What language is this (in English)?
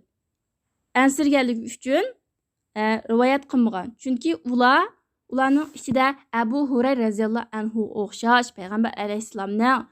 Uyghur